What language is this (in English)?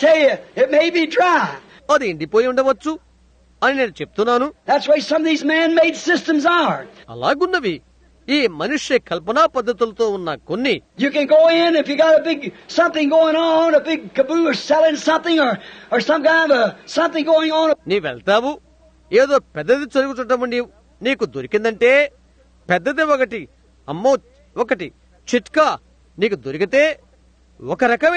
Telugu